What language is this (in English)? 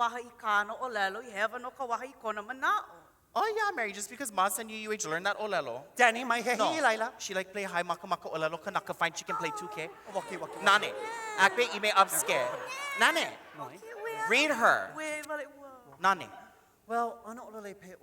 Hawaiian